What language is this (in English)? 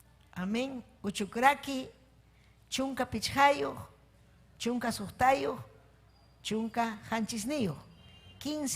Ayacucho Quechua